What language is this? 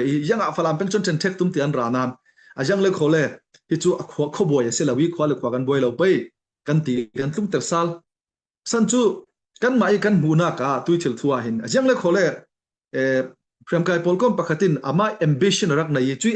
Hakha Chin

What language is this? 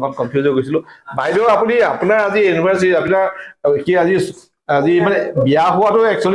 Assamese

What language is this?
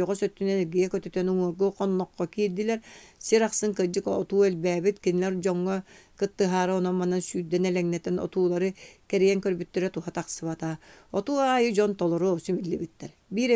Yakut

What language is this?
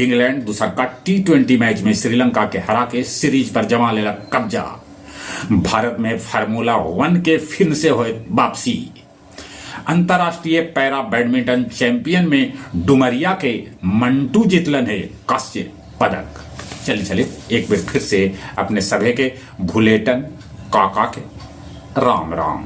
Magahi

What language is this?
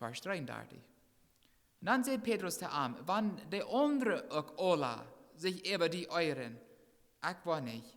Plautdietsch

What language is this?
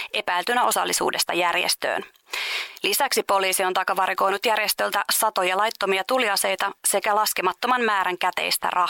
Finnish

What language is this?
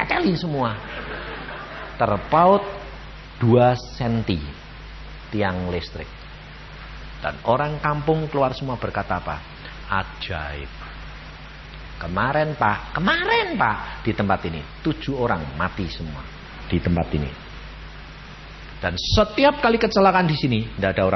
Indonesian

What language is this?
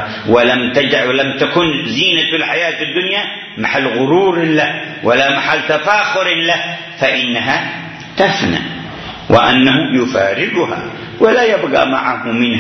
Arabic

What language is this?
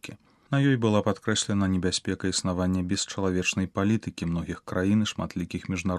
Belarusian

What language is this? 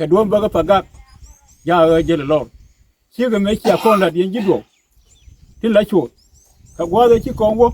Nuer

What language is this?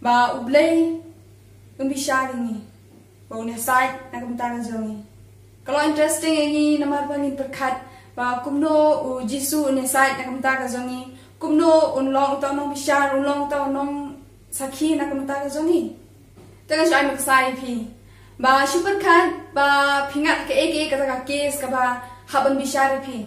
Khasi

